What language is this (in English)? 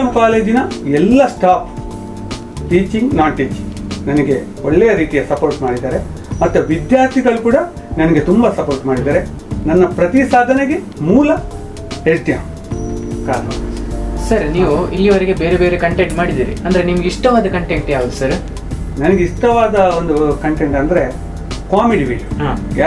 Kannada